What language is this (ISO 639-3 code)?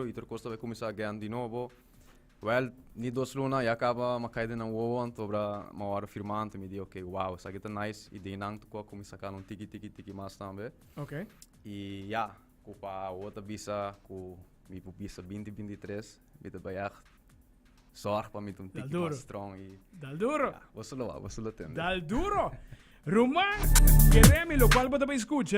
pap